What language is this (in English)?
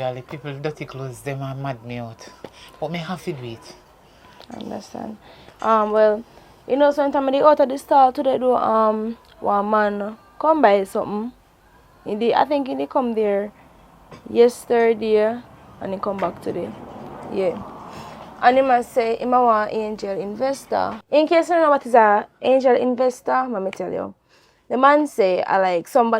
Jamaican Creole English